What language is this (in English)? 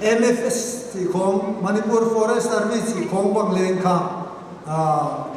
Paite Chin